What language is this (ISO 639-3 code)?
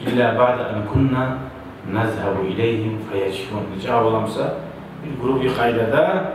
kum